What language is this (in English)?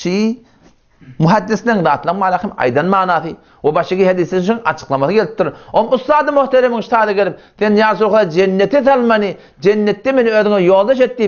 Turkmen